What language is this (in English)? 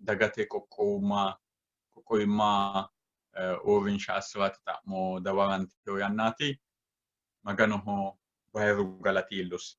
Sidamo